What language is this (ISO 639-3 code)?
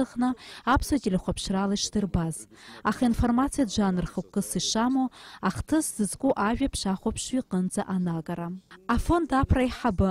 abk